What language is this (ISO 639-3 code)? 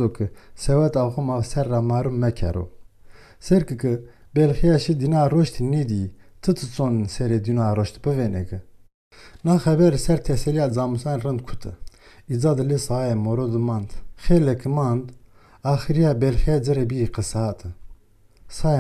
zza